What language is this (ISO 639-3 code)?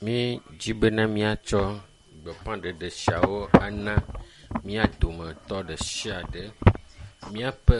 ewe